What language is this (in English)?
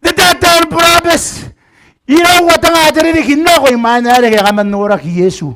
Gilbertese